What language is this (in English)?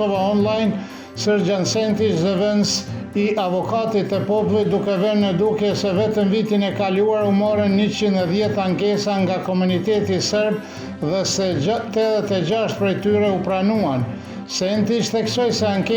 Albanian